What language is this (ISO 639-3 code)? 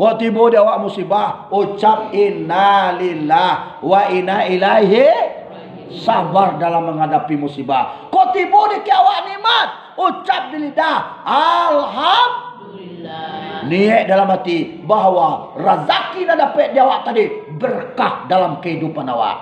min